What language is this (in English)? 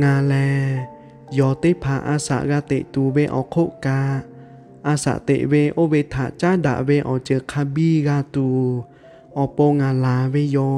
Lahu